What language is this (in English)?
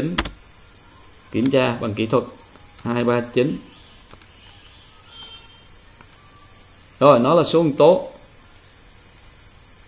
Vietnamese